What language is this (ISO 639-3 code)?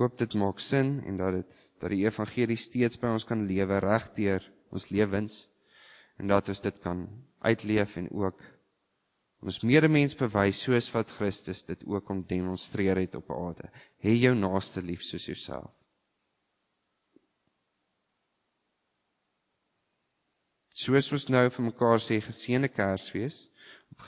afr